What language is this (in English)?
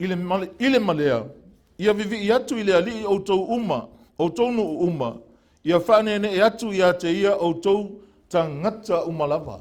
Samoan